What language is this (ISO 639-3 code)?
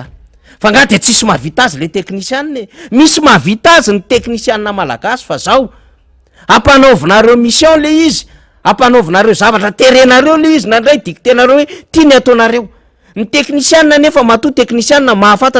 mlg